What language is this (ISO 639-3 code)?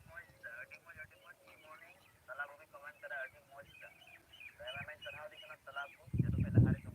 sat